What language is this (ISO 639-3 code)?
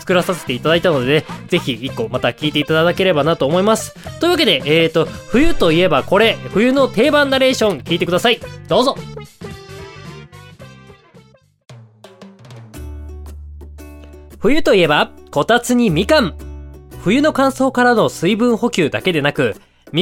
jpn